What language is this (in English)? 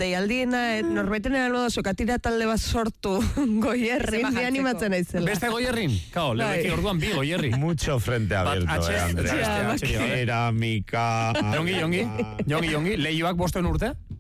Basque